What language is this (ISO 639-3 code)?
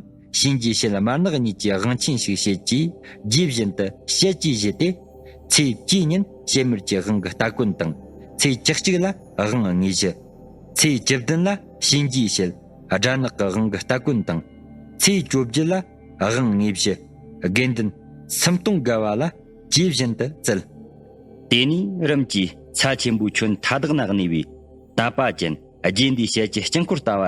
bod